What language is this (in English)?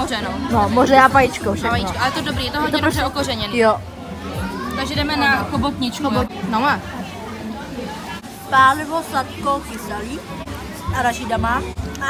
Czech